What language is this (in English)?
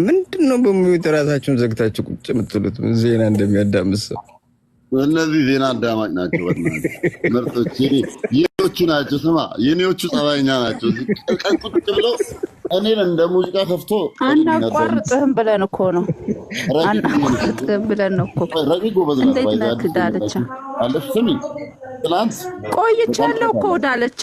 Amharic